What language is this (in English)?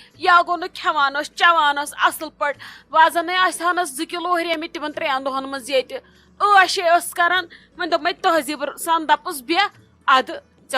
Kashmiri